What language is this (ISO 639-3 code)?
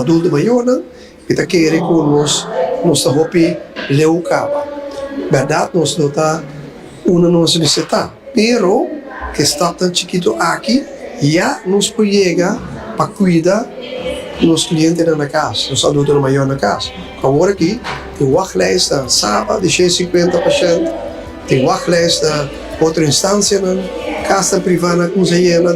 pap